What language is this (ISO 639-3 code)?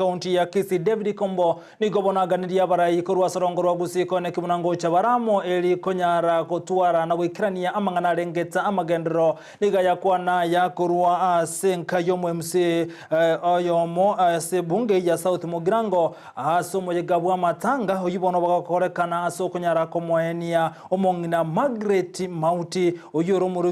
guz